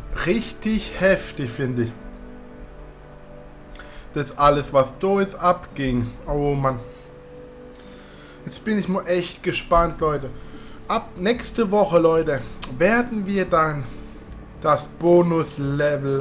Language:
German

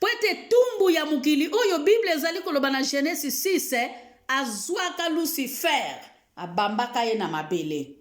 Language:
Lingala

